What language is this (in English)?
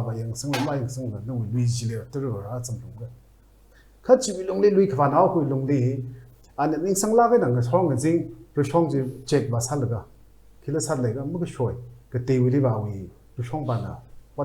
Tangkhul Naga (India)